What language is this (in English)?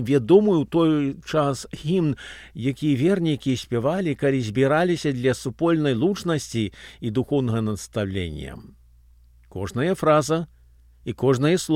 Belarusian